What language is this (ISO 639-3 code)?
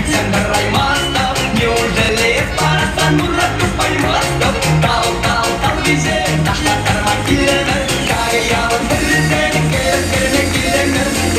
chv